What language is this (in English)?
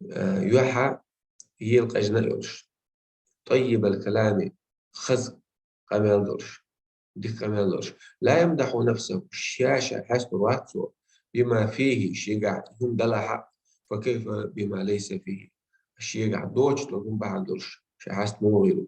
Chechen